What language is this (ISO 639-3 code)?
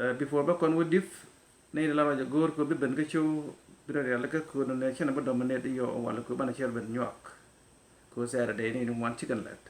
nus